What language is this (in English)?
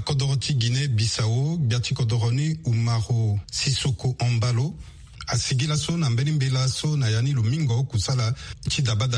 Sango